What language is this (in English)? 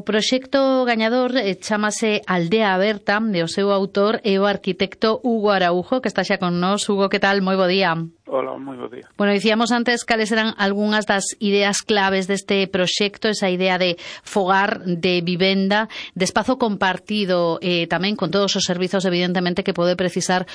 Galician